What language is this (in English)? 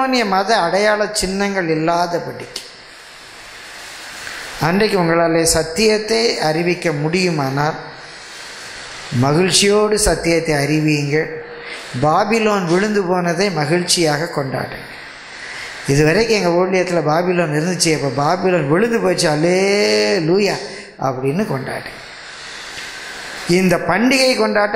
Tamil